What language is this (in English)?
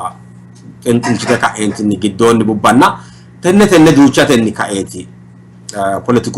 Sidamo